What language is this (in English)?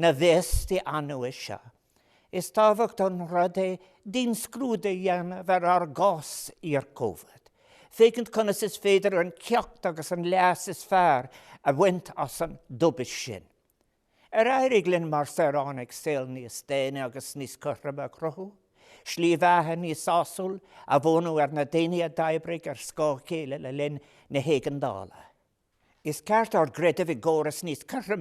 Irish